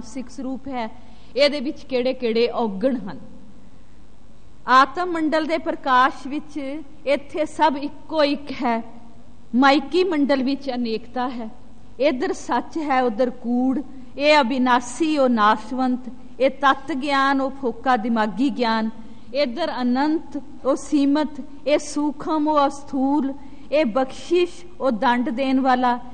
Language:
Punjabi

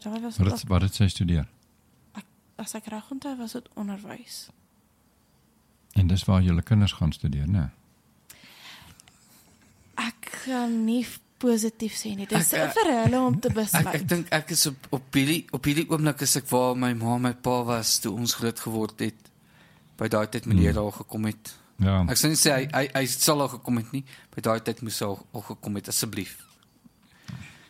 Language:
Afrikaans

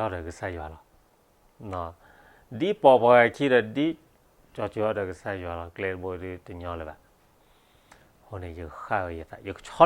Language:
S'gaw Karen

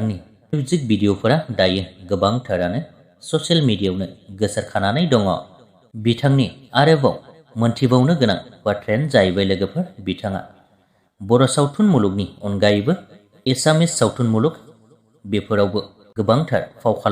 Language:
Bodo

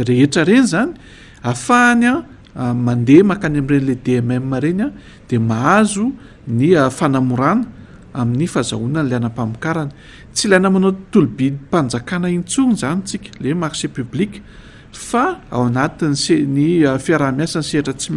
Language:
Malagasy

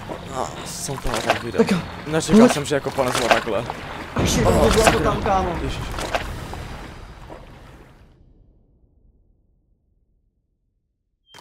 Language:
Czech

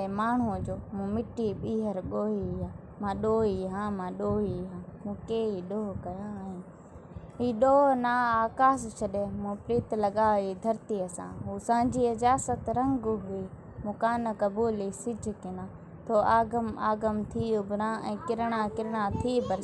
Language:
Sindhi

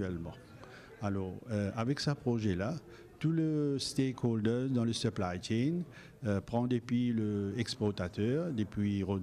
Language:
Morisyen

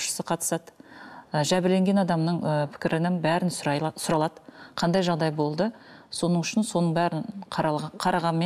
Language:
Kazakh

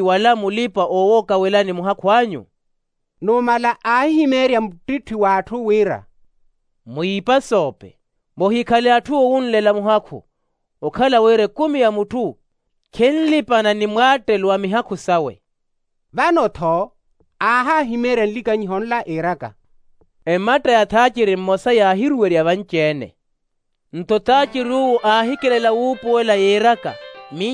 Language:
Makhuwa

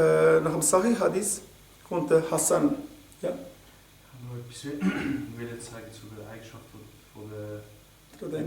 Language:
Swiss German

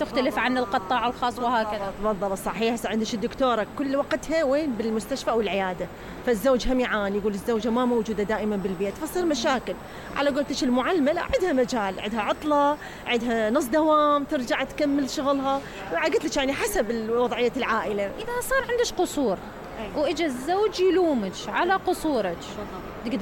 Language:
Mesopotamian Arabic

